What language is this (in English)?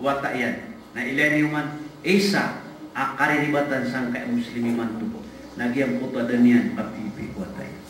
Maranao